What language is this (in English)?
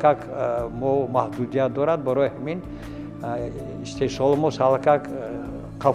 Tajik